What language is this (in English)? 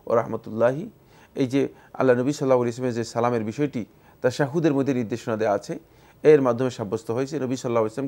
Bangla